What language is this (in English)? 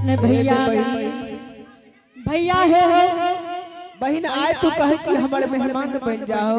Angika